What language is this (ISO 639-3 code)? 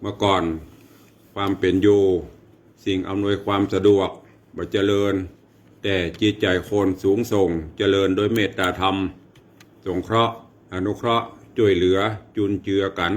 nod